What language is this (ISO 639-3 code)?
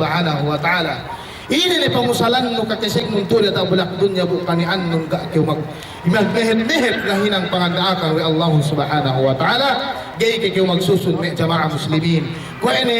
yka